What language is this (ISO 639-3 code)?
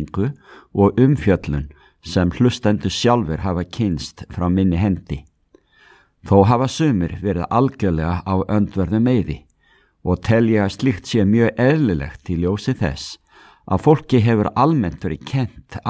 isl